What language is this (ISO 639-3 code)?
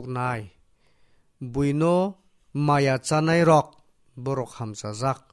trp